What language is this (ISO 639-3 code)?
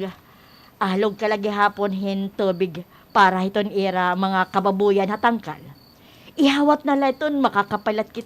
war